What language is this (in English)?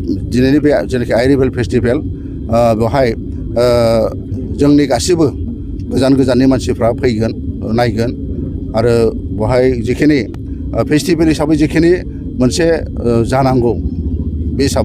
Bodo